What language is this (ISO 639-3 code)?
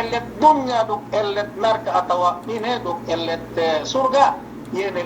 yka